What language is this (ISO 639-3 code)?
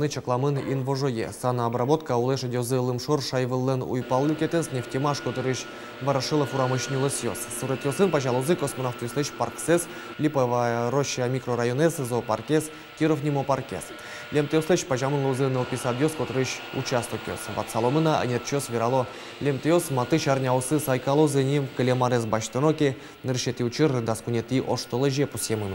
udm